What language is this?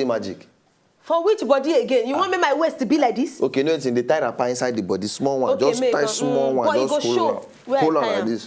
Nigerian Pidgin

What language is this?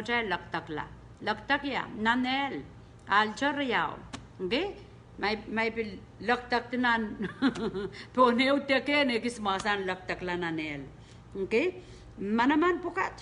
Pohnpeian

